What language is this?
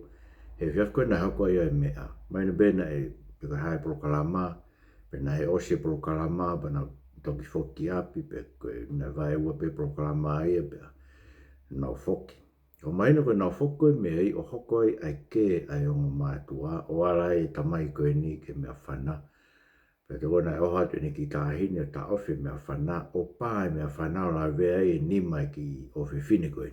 Tongan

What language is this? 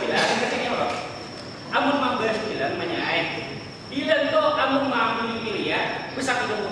Banjar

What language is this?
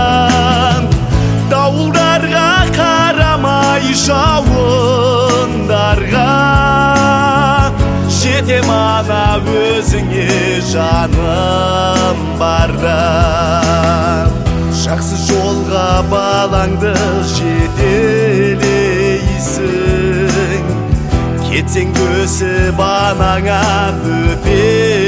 Kazakh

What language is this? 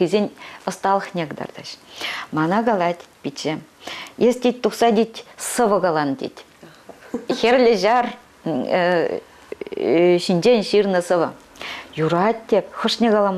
Chuvash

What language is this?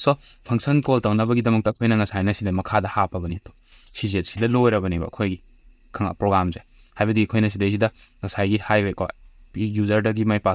Manipuri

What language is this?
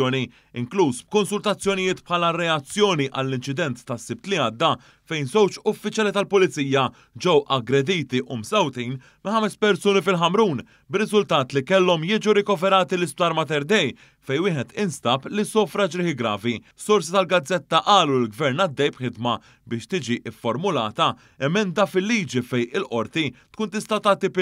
Maltese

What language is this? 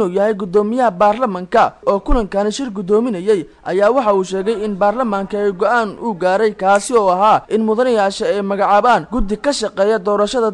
Somali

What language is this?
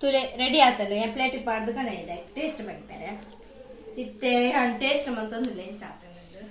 Tulu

